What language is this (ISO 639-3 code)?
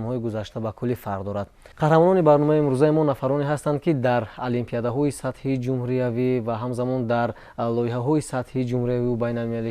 tgk